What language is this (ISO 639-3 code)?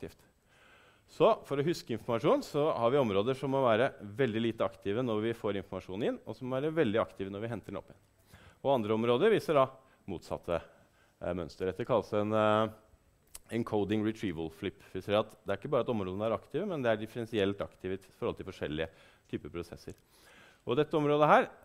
nor